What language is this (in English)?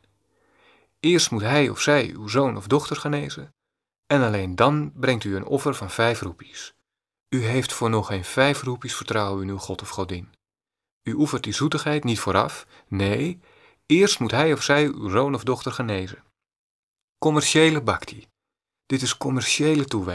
Dutch